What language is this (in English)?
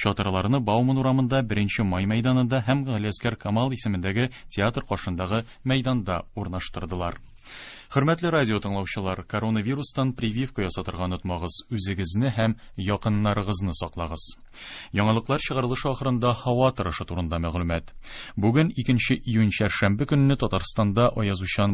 Tatar